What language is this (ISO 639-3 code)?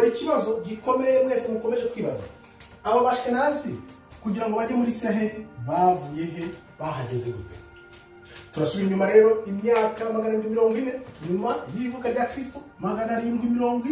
kin